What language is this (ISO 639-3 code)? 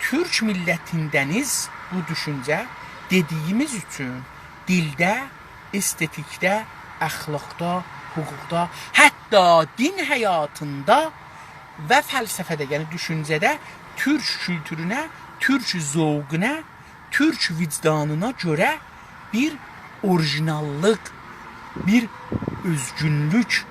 azb